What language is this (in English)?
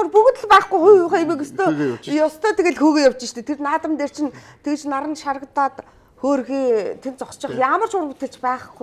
Mongolian